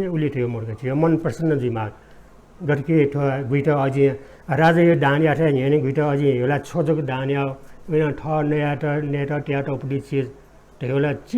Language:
Newari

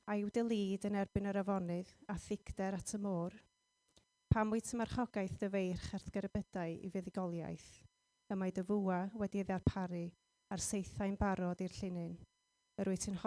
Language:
Welsh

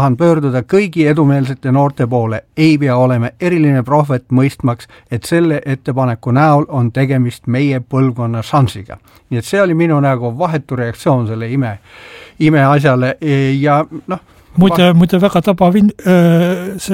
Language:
Estonian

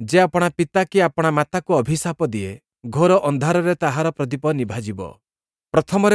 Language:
Odia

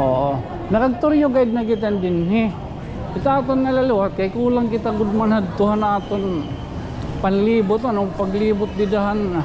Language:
Waray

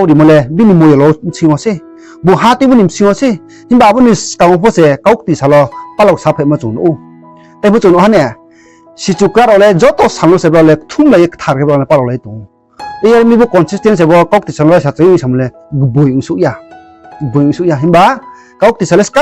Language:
Riang (India)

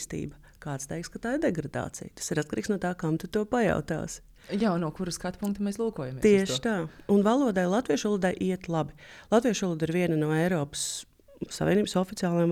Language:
Latvian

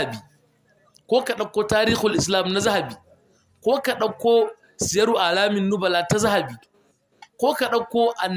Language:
Hausa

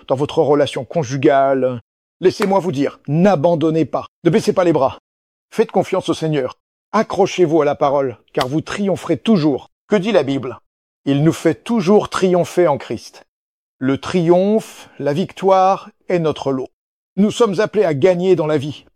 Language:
French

